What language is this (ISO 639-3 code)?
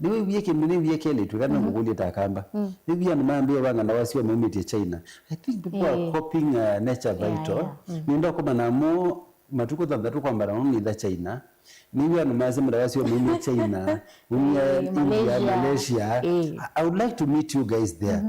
kam